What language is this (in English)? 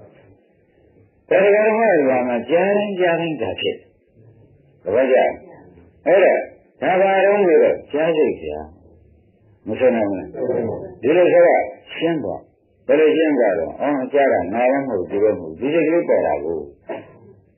Burmese